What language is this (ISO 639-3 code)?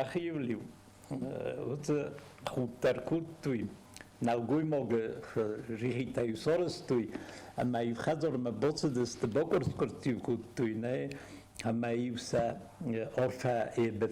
oss